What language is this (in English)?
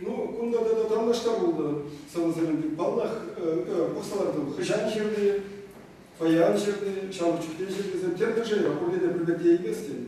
Chuvash